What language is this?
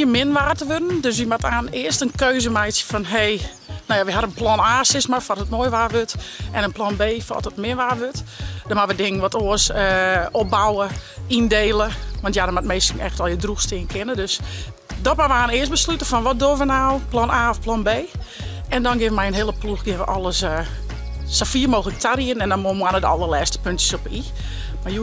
Western Frisian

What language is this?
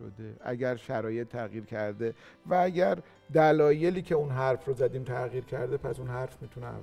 Persian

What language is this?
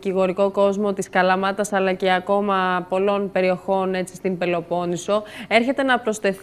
Greek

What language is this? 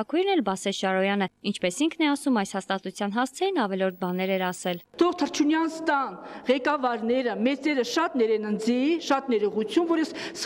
Armenian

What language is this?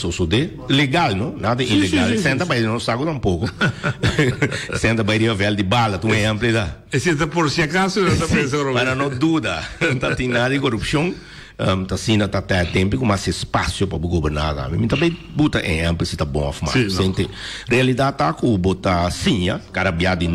Portuguese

